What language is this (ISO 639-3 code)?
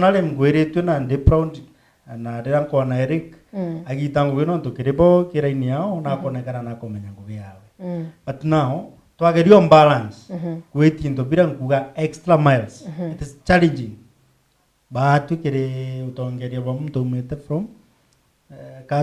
mer